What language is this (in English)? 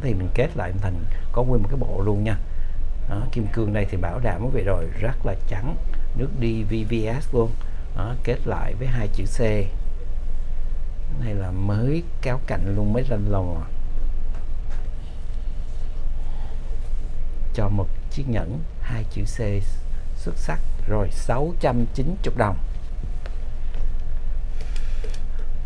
Vietnamese